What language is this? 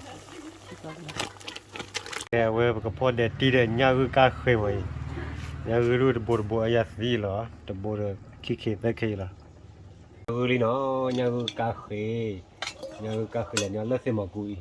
S'gaw Karen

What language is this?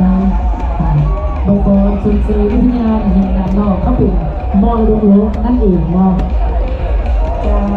Lao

